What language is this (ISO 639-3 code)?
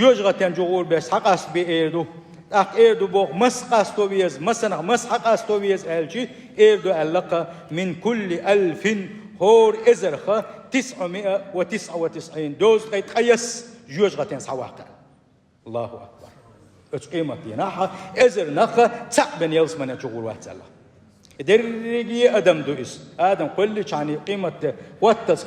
che